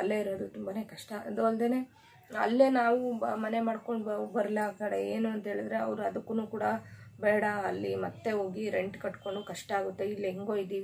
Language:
Kannada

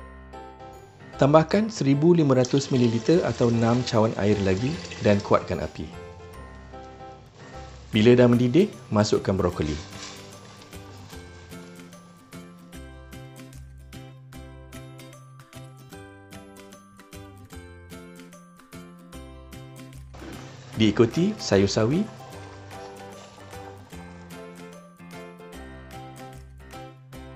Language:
Malay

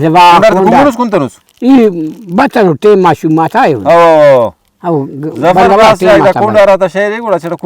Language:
Brahui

